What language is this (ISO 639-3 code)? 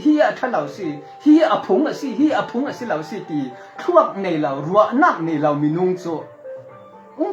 cfm